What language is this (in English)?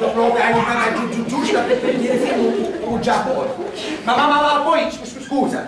Sicilian